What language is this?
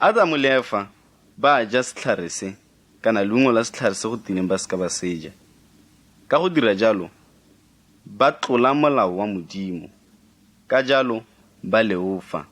Tswana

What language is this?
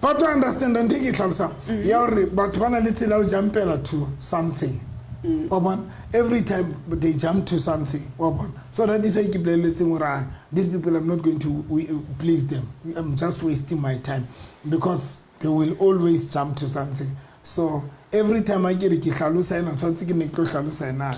Southern Sotho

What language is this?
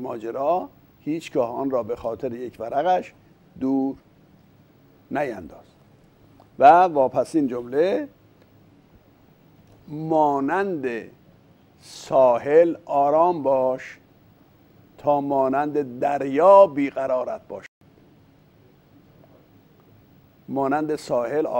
Persian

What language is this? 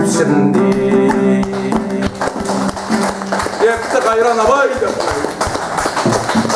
Kazakh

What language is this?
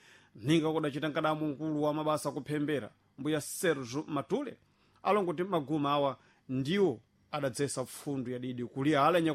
Sena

